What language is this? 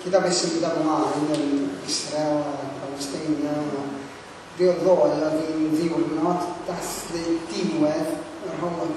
Welsh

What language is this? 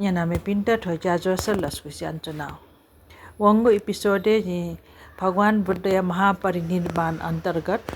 Newari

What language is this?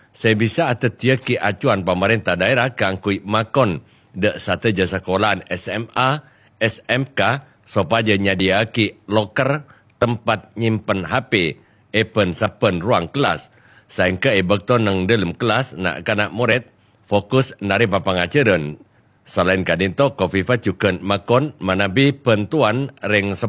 Madurese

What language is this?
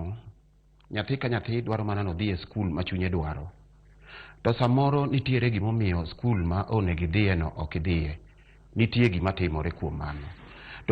Luo (Kenya and Tanzania)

